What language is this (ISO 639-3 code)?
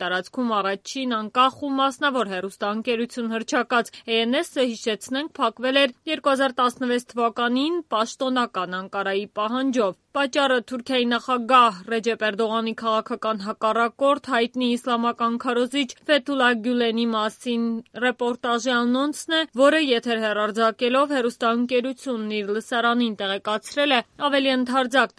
hye